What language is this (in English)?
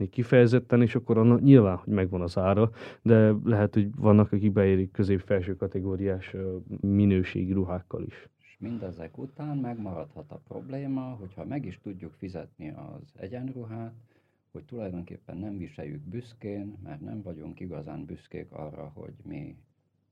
Hungarian